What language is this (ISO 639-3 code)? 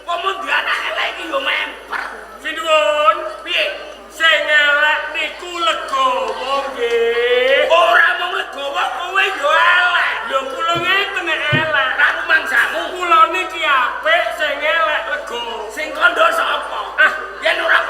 jav